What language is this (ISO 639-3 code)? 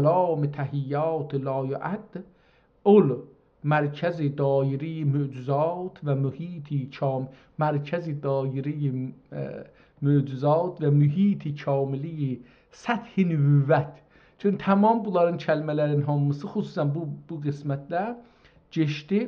azb